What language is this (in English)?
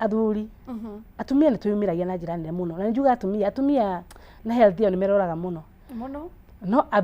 Kikuyu